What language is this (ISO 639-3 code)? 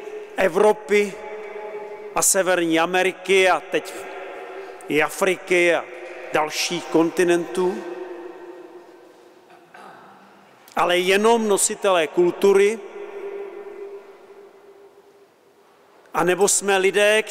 ces